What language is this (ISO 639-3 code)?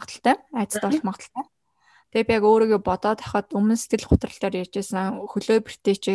mon